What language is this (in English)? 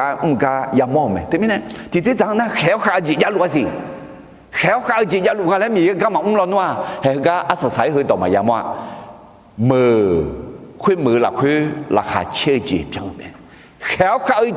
Akha